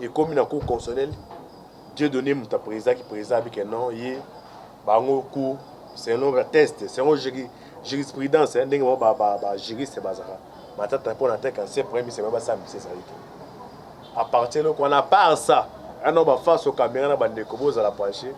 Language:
Lingala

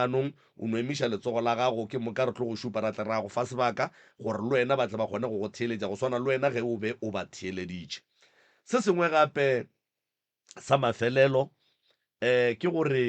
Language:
Northern Sotho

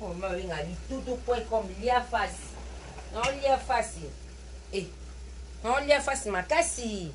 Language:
Lingala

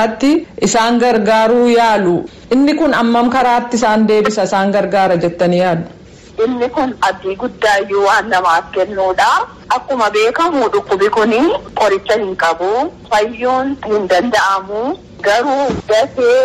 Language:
Oromo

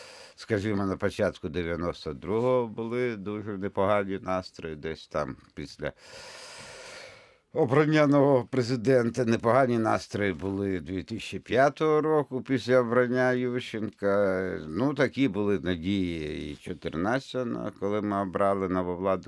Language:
Ukrainian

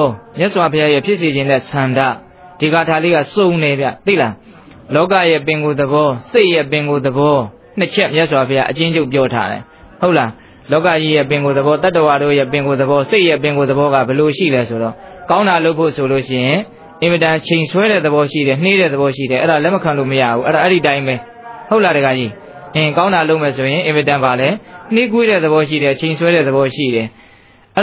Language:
Burmese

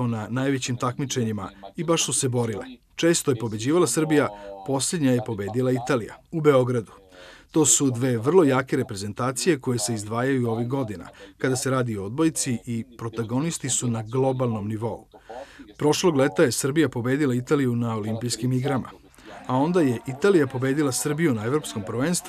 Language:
Serbian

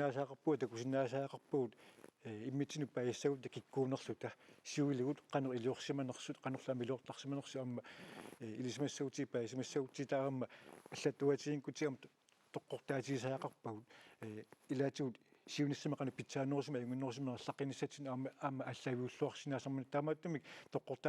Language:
Kalaallisut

